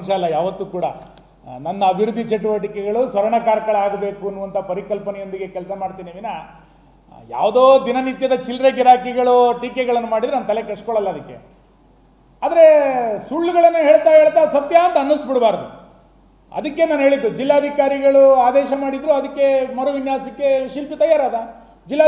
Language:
Kannada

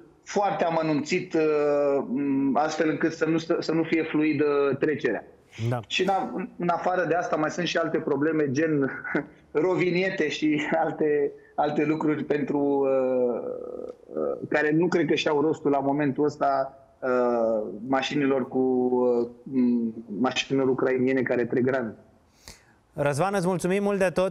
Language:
Romanian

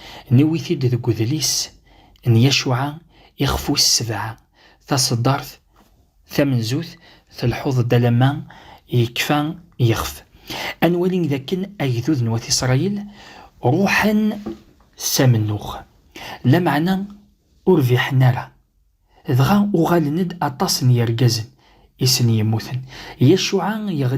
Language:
Kabyle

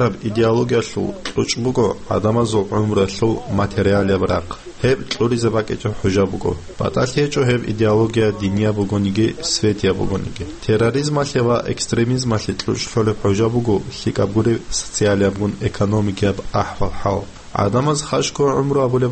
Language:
Avaric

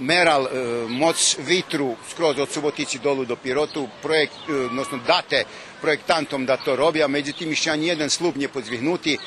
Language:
Rusyn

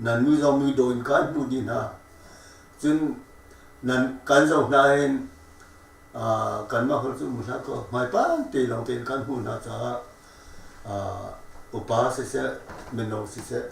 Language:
Hakha Chin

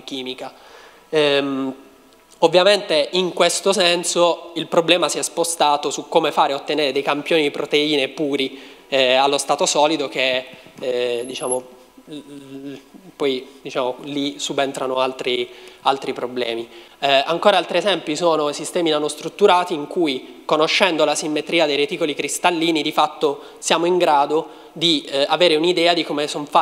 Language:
Italian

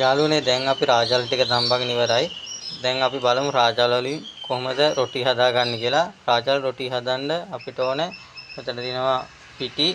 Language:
Sinhala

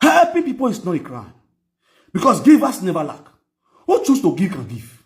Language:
Nigerian Pidgin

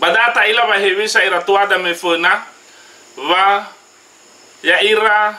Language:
Nias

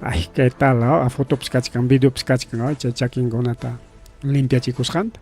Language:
Ayacucho Quechua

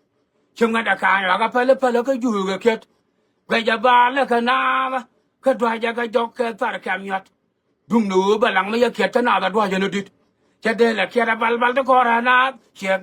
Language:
Nuer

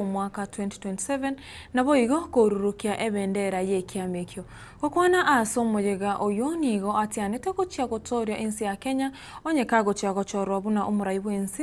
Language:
Gusii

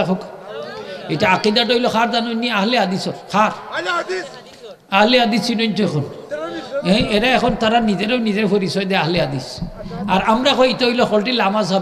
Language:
Sylheti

